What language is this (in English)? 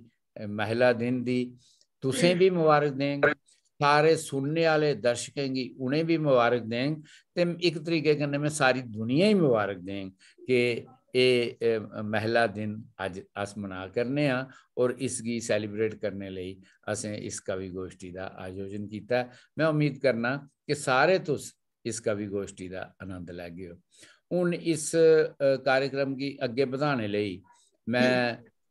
Dogri